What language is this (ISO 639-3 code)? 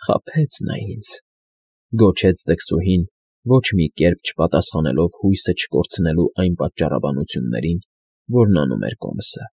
hye